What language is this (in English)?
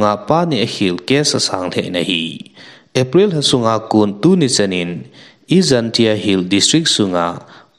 Thado Chin